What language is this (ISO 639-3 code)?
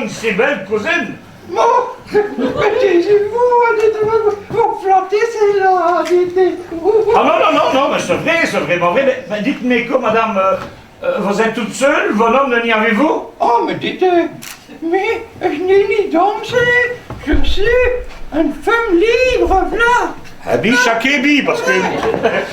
pcd